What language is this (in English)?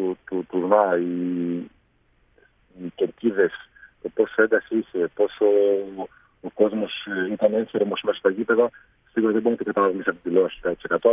Greek